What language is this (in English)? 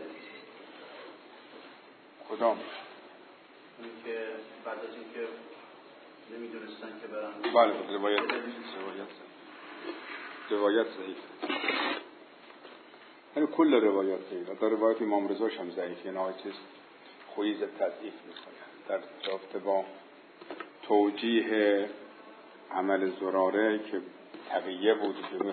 Persian